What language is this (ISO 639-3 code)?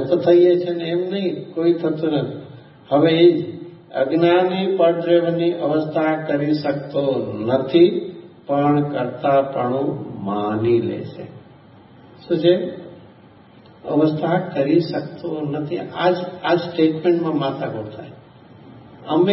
guj